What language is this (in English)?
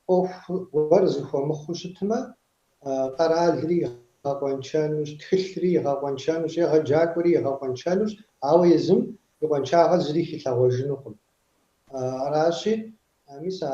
Kabardian